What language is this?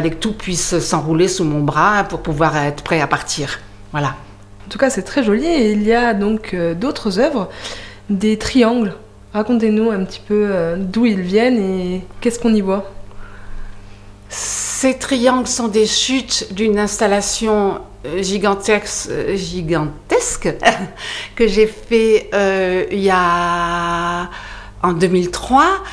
French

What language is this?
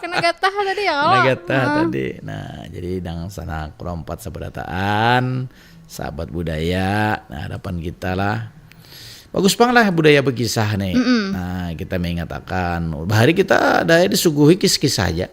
Banjar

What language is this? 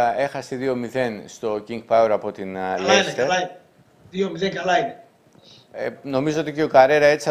Greek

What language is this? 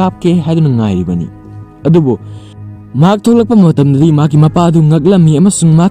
Manipuri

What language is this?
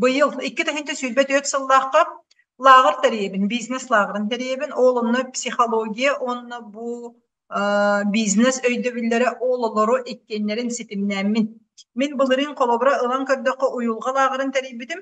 Yakut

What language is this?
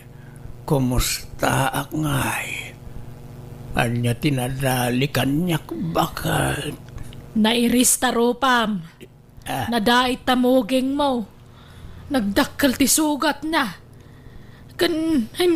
Iloko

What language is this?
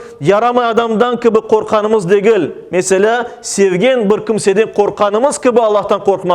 Crimean Tatar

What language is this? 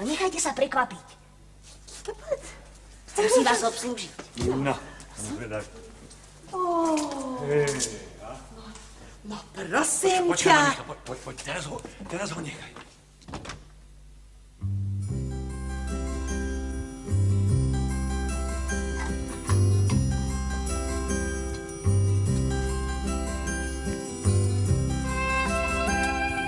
Slovak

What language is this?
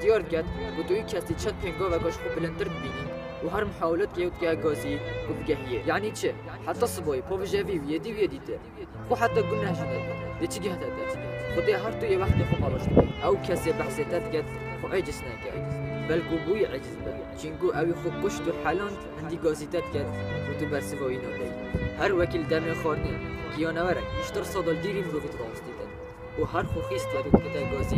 Kurdish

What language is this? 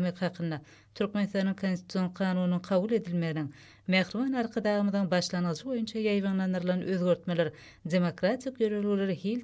Turkmen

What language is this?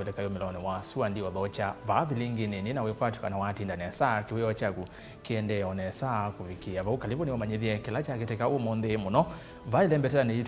Kamba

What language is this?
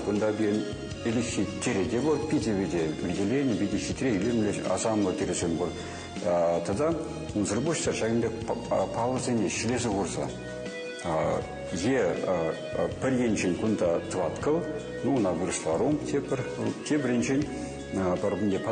Chuvash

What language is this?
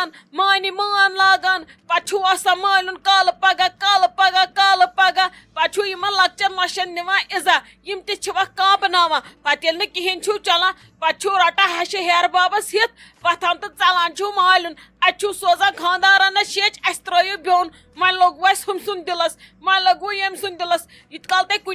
Kashmiri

